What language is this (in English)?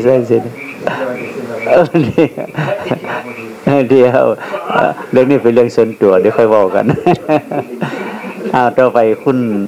Thai